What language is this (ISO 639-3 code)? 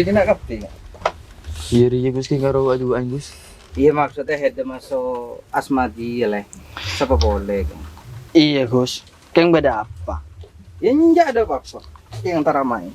mad